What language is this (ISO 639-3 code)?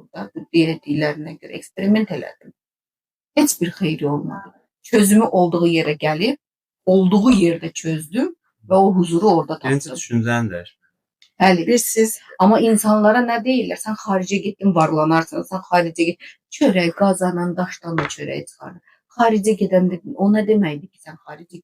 aze